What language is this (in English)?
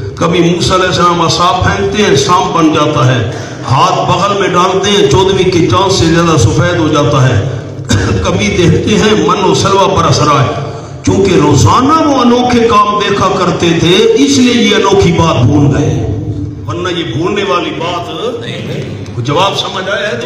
Urdu